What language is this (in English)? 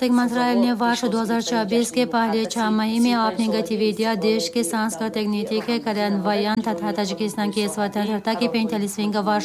Tajik